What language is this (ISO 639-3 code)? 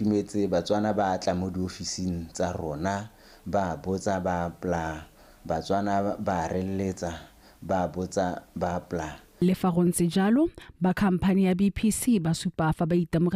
tsn